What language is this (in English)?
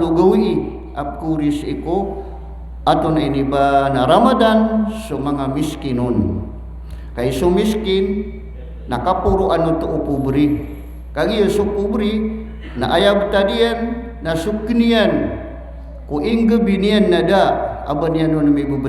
Maranao